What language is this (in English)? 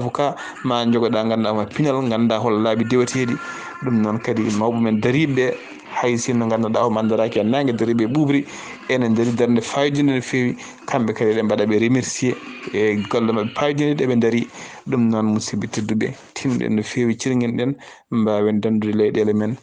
Fula